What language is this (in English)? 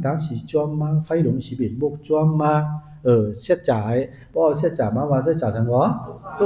Shan